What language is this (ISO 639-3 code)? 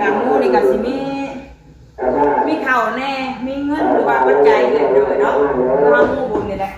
tts